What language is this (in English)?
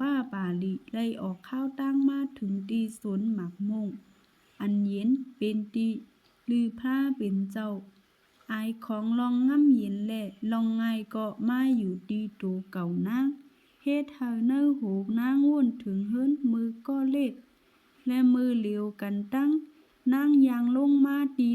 Shan